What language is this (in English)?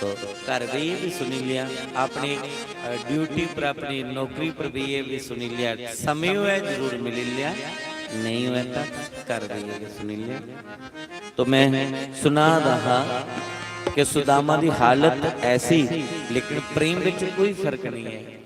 Dogri